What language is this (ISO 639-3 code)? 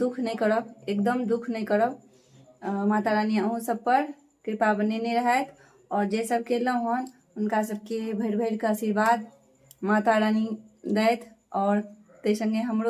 mai